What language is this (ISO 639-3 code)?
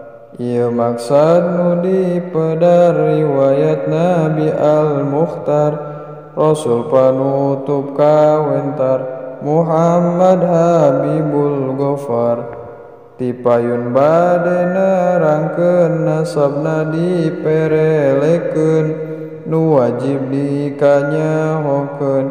sun